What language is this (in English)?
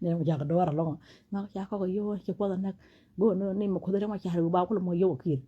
Nuer